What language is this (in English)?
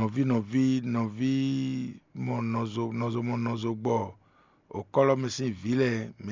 Fon